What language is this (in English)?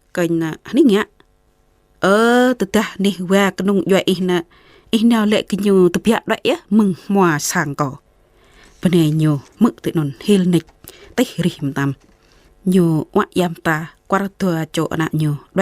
Jarai